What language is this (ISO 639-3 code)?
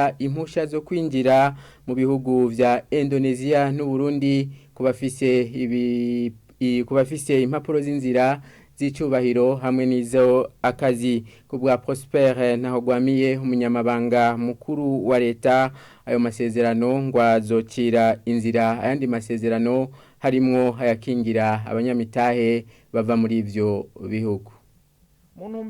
run